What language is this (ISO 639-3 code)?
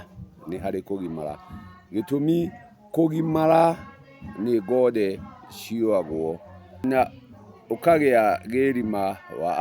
kik